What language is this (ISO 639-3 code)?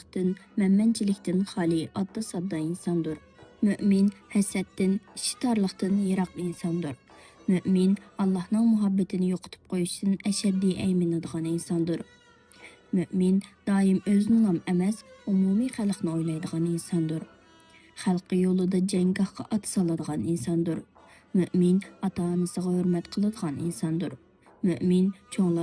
uig